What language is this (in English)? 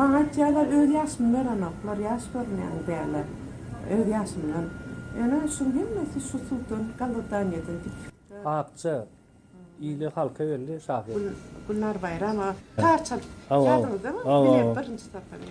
Turkmen